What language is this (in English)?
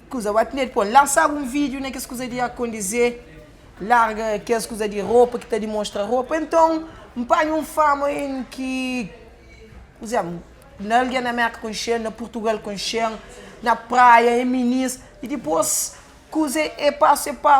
Kabuverdianu